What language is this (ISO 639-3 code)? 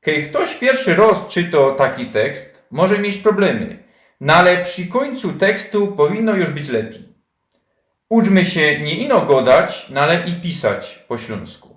szl